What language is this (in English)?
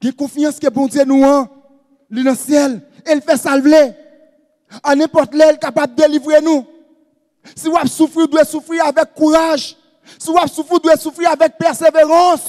Haitian Creole